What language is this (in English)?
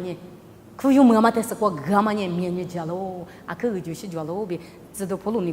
Lisu